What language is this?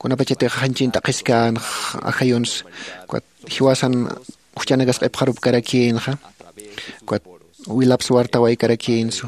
Aymara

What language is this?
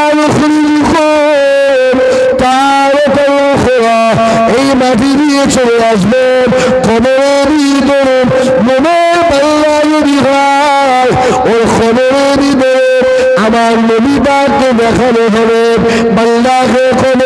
Bangla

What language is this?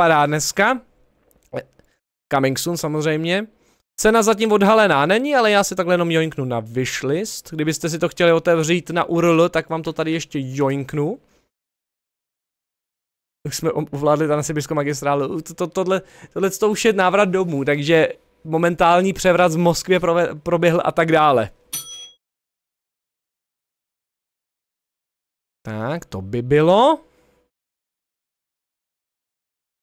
Czech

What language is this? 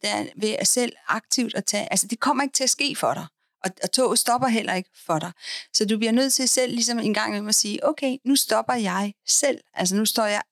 Danish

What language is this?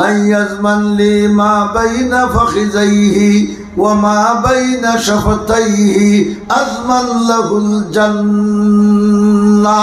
Sylheti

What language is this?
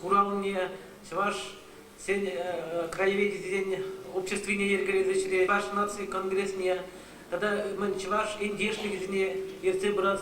Chuvash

